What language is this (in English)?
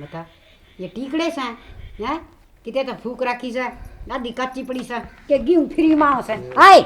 Haryanvi